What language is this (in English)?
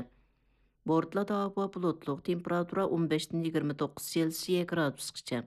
Uyghur